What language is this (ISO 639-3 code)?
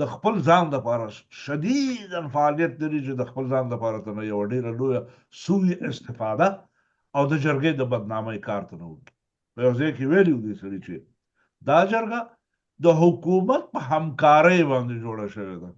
pus